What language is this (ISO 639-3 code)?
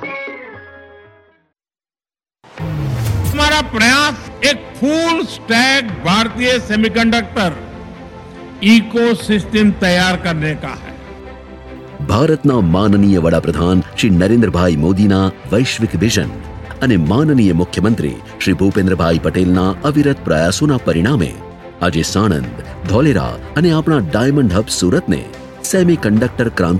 guj